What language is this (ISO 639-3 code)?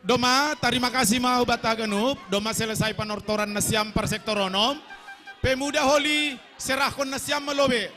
bts